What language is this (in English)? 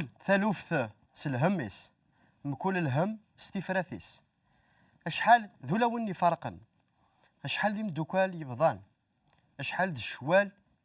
Kabyle